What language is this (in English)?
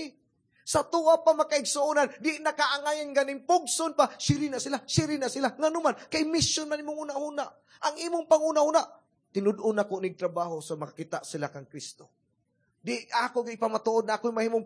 Cebuano